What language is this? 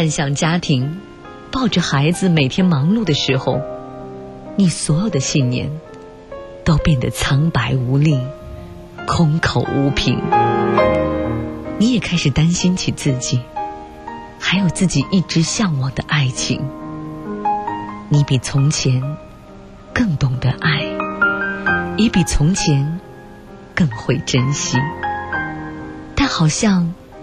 Chinese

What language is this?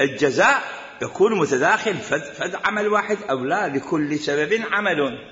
Mesopotamian Arabic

